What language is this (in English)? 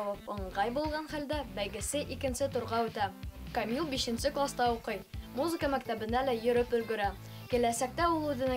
Bashkir